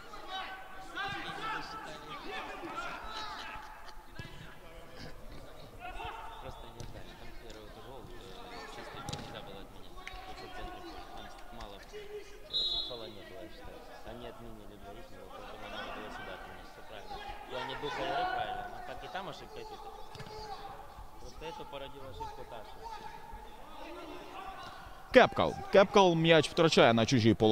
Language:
Ukrainian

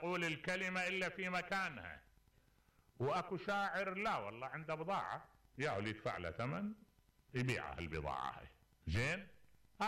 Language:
Mesopotamian Arabic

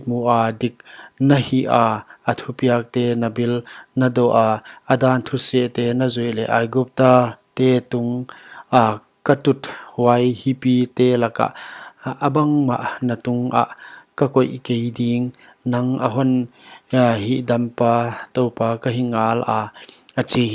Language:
Paite Chin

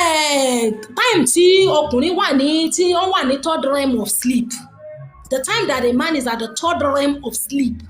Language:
Yoruba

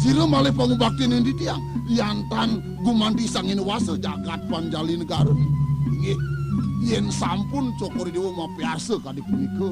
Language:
Balinese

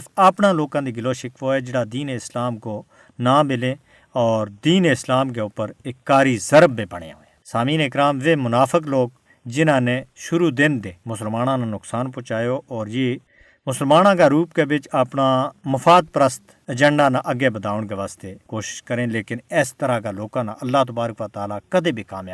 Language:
Gujari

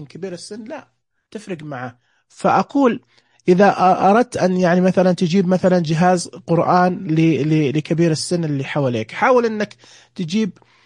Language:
Najdi Arabic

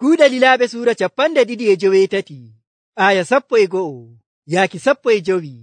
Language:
Nigerian Fulfulde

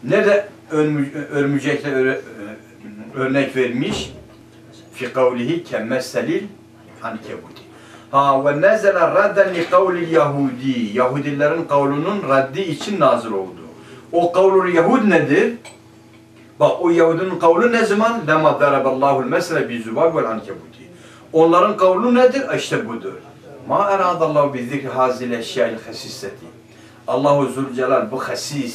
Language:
Turkish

